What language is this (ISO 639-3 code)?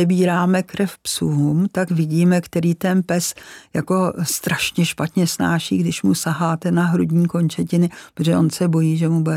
ces